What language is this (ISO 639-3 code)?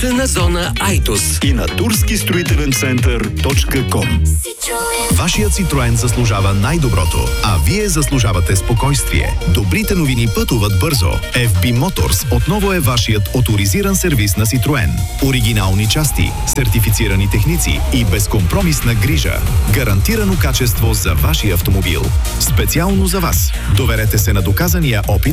bul